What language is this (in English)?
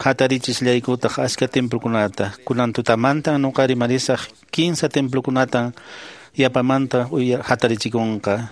Quechua